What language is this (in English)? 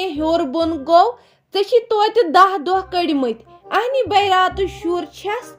Kashmiri